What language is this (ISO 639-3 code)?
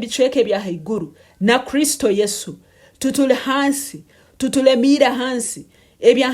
nyn